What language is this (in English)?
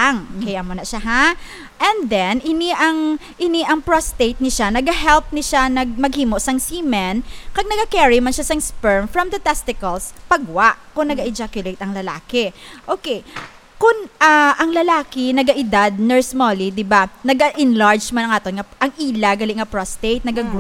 Hiligaynon